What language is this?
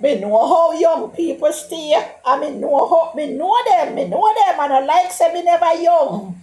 Jamaican Creole English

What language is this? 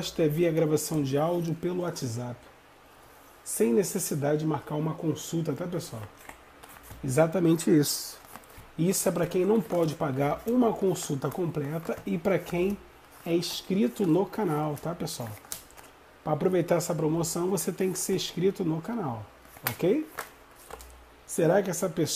Portuguese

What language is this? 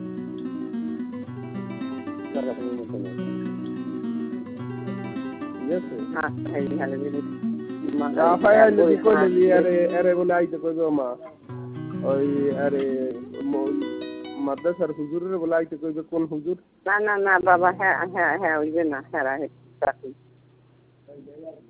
Bangla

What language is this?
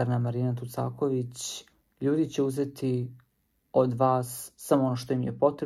Serbian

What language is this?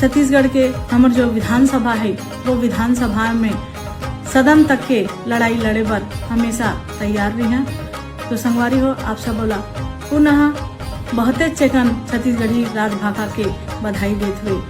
Chhattisgarhi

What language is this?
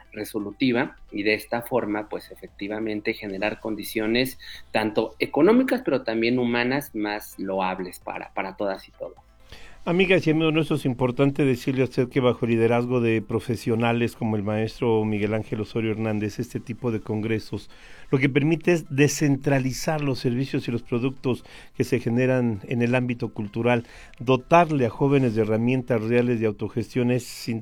Spanish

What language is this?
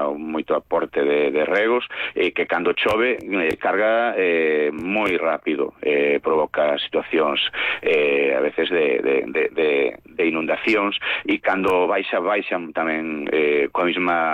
Galician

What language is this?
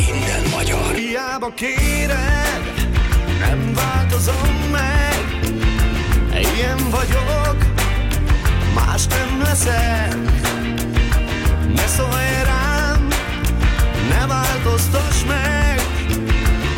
Hungarian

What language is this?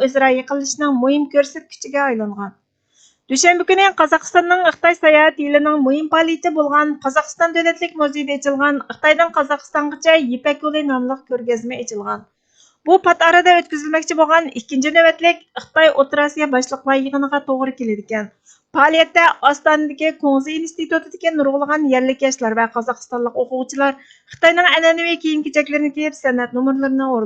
Uyghur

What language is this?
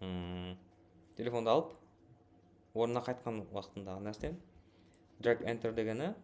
Kara-Kalpak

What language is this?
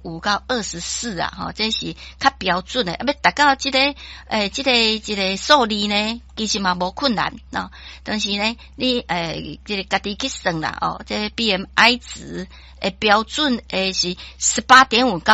Min Nan Chinese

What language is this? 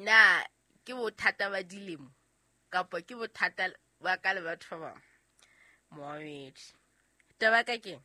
Southern Sotho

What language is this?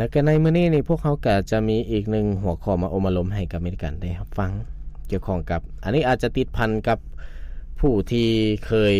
Lao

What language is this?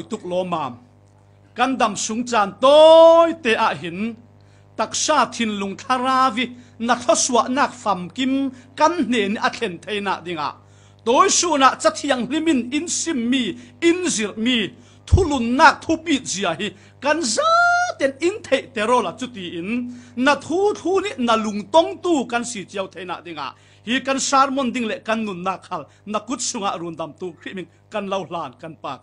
Falam Chin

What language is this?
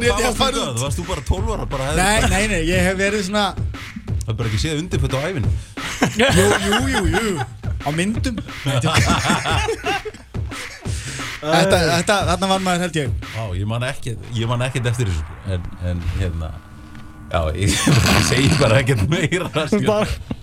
Icelandic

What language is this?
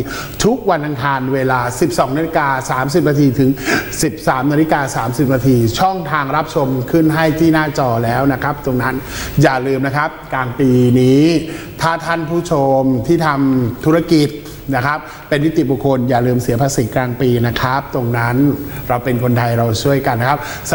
Thai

